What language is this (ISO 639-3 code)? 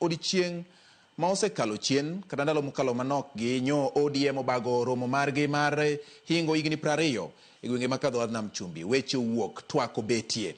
luo